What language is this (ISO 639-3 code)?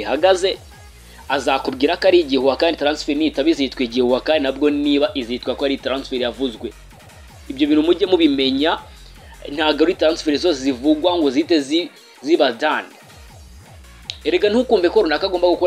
kin